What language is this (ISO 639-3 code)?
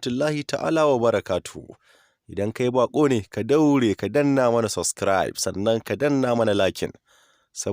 hau